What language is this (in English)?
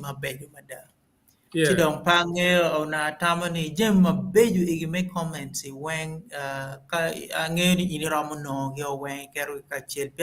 Acoli